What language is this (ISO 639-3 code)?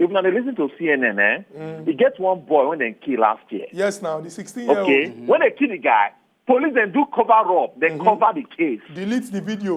pcm